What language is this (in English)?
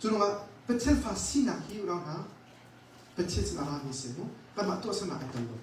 Hakha Chin